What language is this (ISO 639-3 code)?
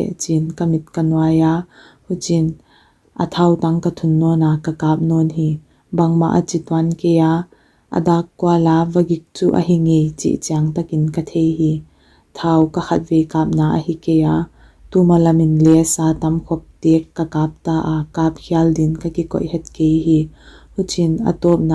pck